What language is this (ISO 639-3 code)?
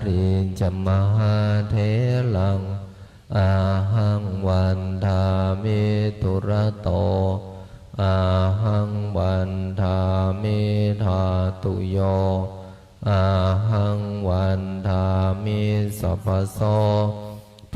pli